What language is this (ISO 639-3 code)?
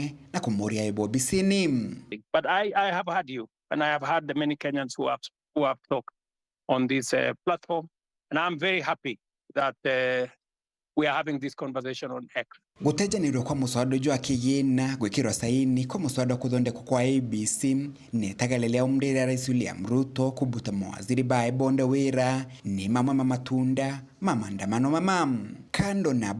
mer